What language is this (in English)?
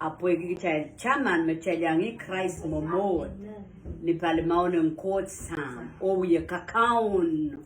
Pohnpeian